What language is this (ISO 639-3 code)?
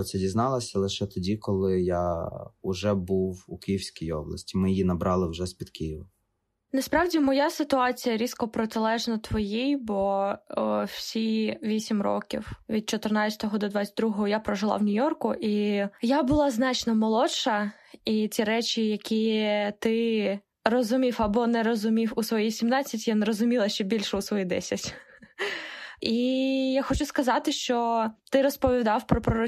ukr